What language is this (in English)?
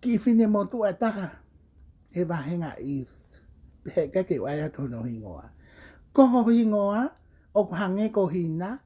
Tongan